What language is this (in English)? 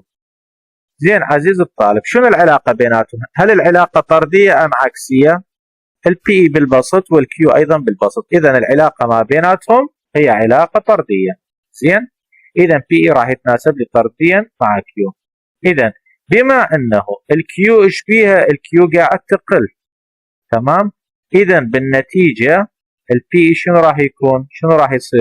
Mesopotamian Arabic